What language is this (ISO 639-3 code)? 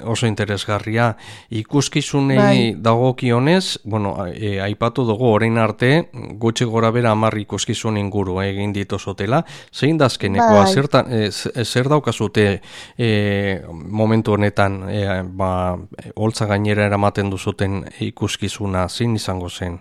eus